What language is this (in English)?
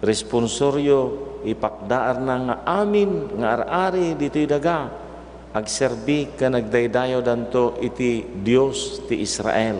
Iloko